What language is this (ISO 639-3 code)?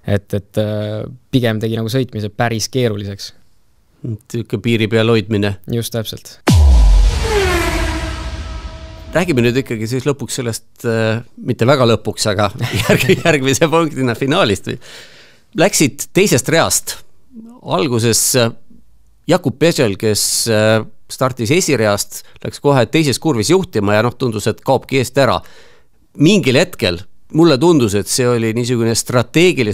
est